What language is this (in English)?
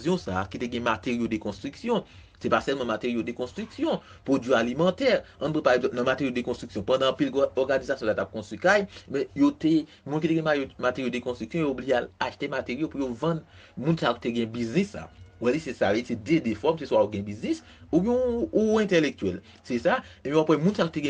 Haitian Creole